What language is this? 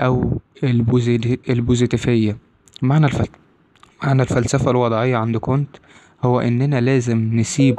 Egyptian Arabic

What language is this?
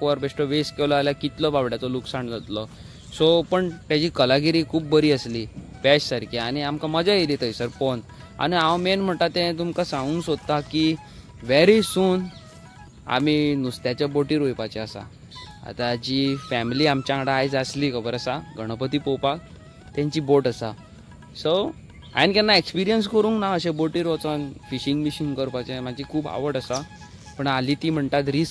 Konkani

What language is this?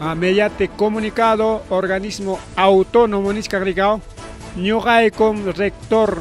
Ayacucho Quechua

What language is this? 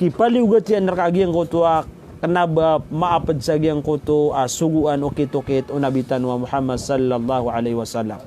Maranao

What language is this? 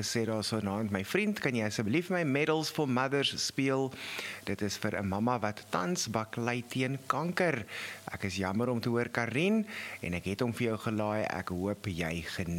Afrikaans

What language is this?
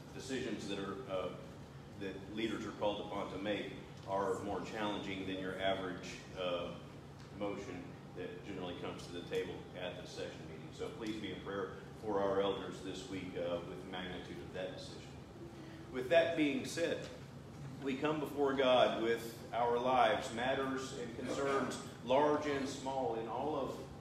English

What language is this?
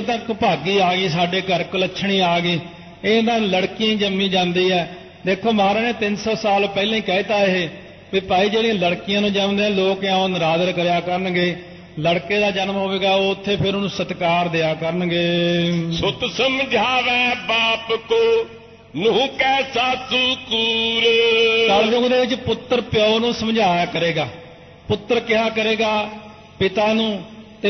Punjabi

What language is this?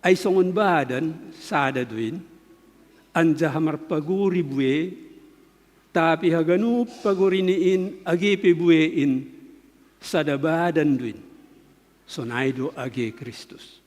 Batak Simalungun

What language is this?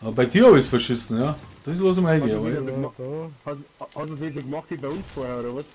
Bavarian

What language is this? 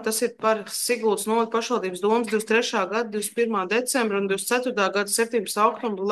Latvian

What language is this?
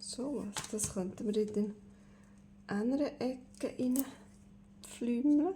Swiss German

